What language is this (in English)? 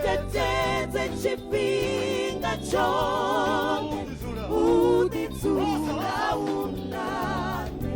Venda